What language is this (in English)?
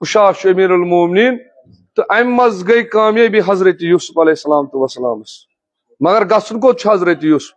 Kashmiri